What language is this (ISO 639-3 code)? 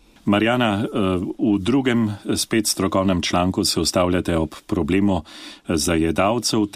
slv